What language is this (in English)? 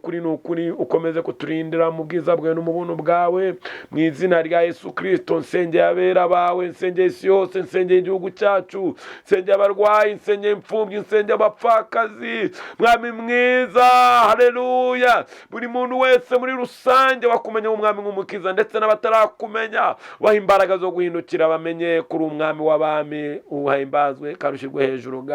Kinyarwanda